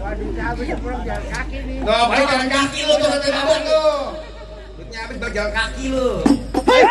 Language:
Betawi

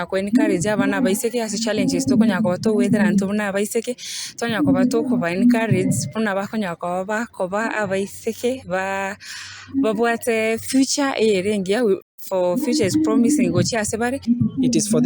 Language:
Gusii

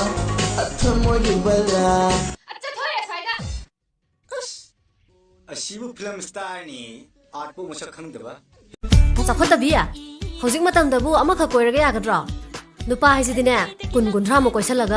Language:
Manipuri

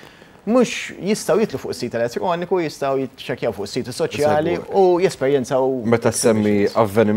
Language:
Maltese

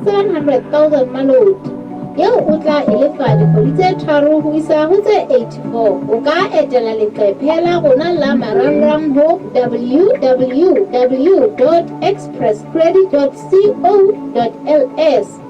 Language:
Southern Sotho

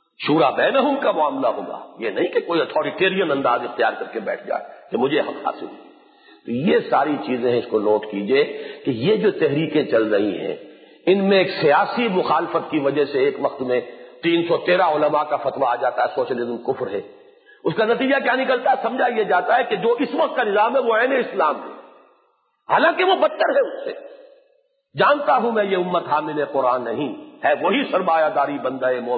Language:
Urdu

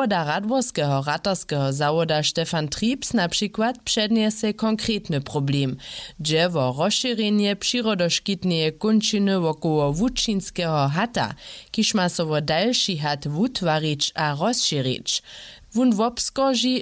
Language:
Upper Sorbian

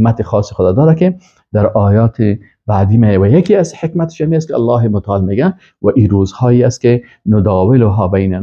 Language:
Persian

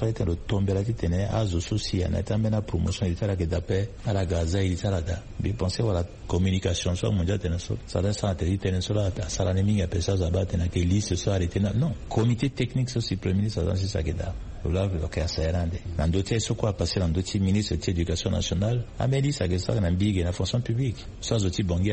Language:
Sango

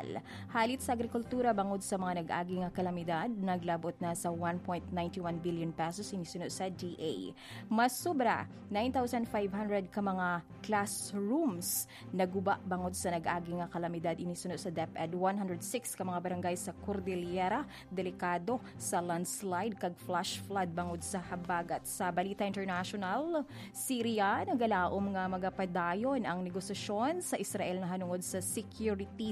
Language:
Hiligaynon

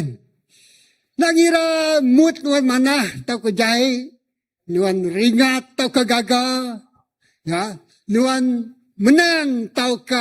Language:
Iban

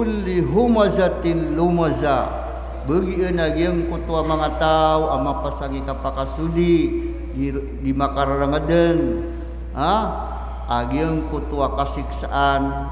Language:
Maranao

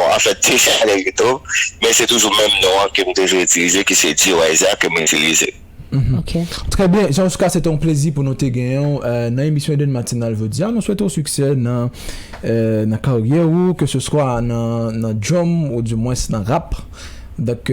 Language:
Haitian Creole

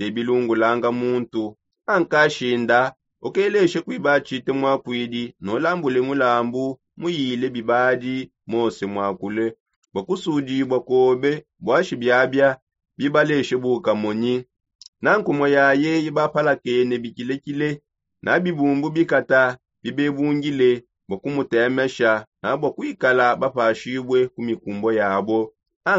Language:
Songe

